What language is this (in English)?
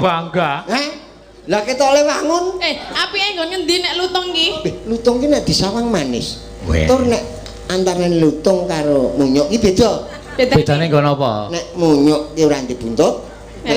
Javanese